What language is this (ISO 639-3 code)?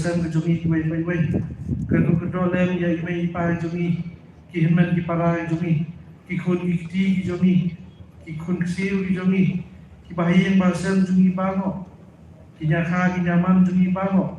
kha